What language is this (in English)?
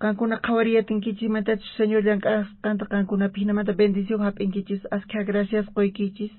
South Bolivian Quechua